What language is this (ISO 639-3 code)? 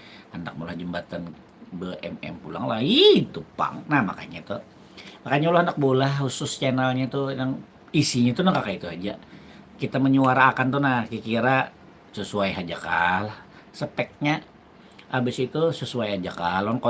bjn